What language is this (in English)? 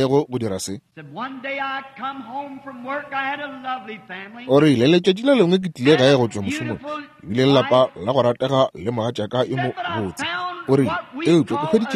Northern Sotho